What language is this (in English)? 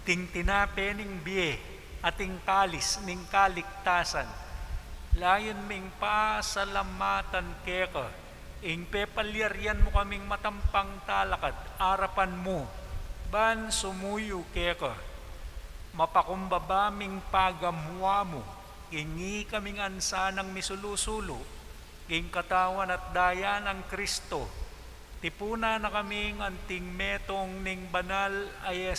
Pampanga